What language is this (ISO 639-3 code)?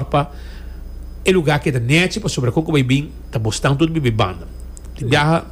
pap